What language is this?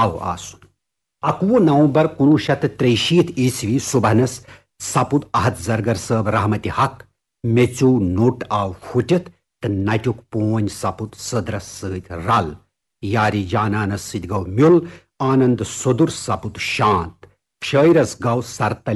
Kashmiri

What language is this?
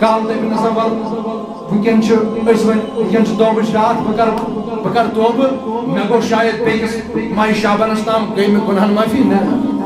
Kashmiri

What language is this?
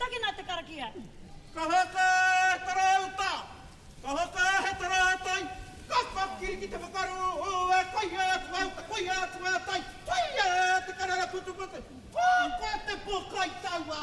Māori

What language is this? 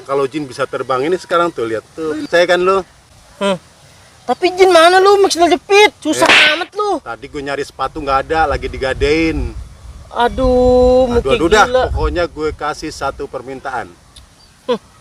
Betawi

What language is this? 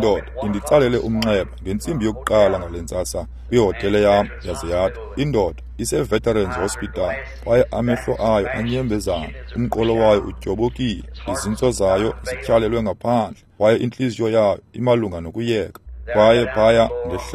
Xhosa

